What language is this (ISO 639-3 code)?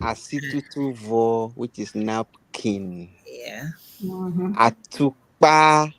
ewe